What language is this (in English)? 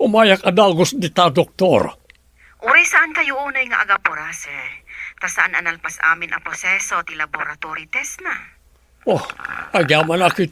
Iloko